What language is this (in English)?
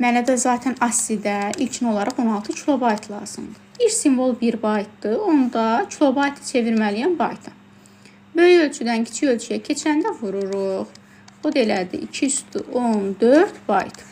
Azerbaijani